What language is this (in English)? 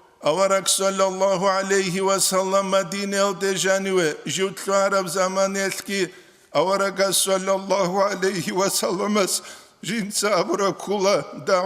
Avaric